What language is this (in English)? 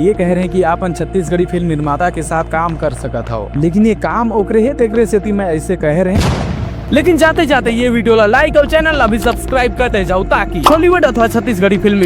Chhattisgarhi